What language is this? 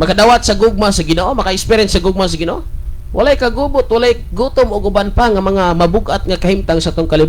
Cebuano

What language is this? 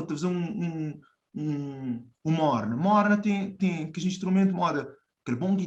Kabuverdianu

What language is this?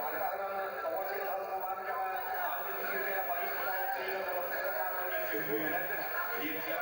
Yakut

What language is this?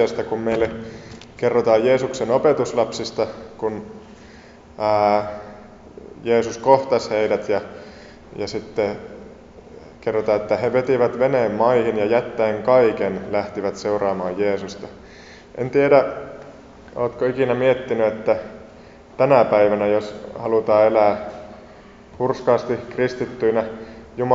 Finnish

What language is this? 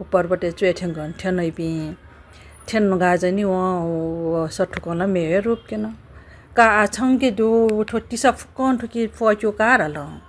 Newari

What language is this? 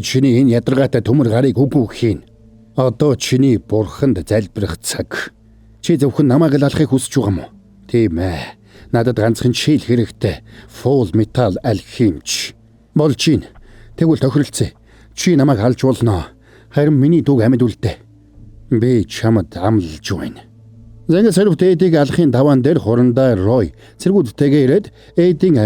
Mongolian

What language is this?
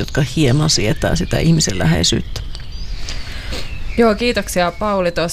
Finnish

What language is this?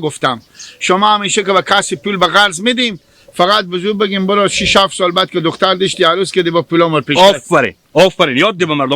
Hazaragi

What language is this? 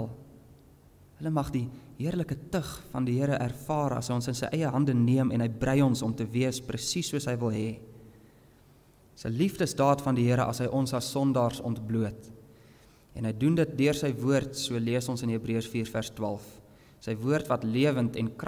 Afrikaans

